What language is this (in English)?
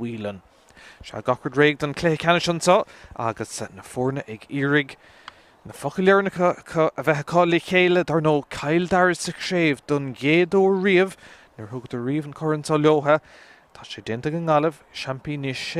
Irish